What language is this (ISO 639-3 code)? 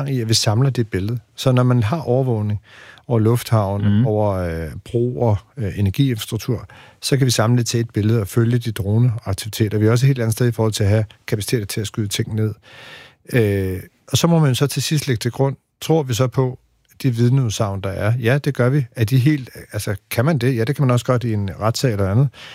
dan